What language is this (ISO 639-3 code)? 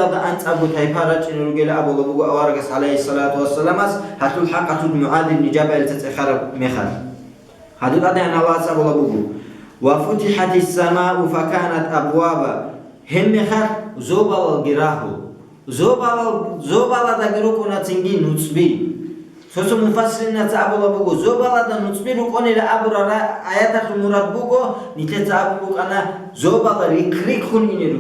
ava